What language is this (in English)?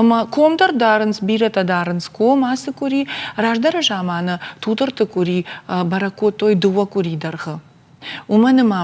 Ossetic